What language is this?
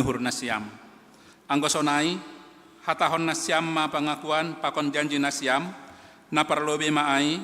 Batak Simalungun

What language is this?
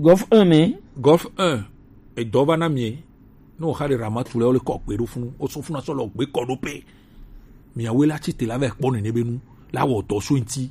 Gen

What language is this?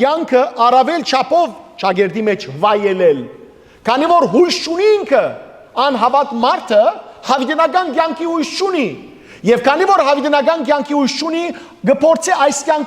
Western Armenian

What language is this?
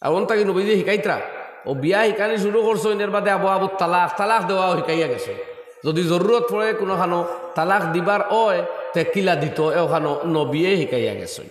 Sylheti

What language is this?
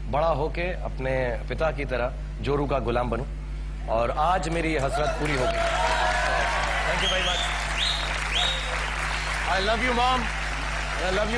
Hindi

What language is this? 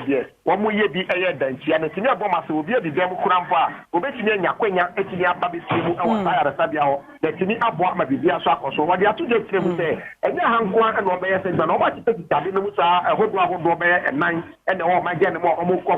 Akan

